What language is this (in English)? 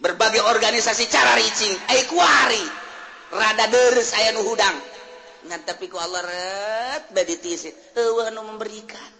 Sundanese